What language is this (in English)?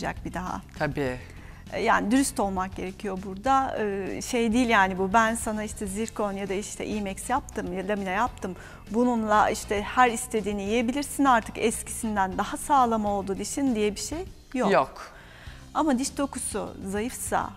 Turkish